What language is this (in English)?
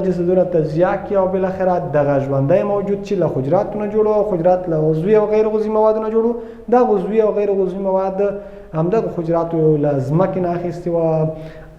Pashto